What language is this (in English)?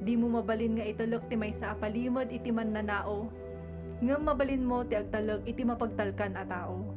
Iloko